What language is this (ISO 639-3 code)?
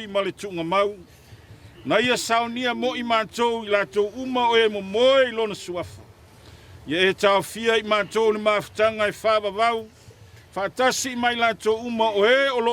smo